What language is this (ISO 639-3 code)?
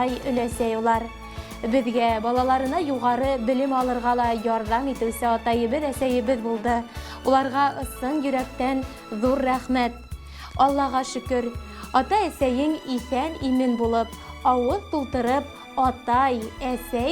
bak